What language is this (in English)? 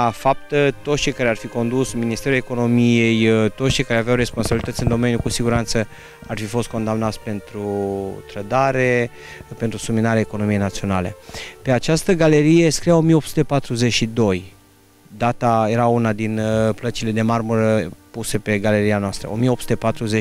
Romanian